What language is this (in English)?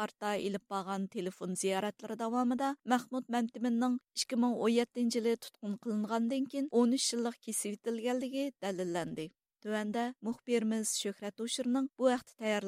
Uyghur